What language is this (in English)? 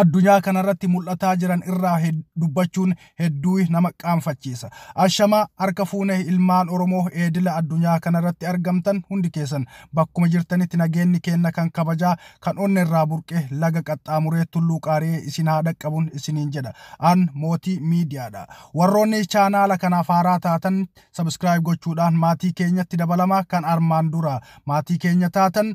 Oromo